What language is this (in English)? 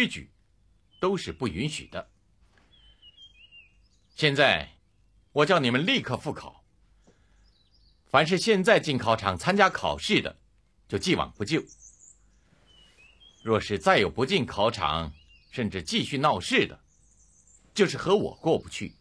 Chinese